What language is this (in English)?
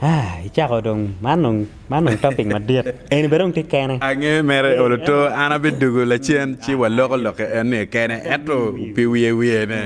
Acoli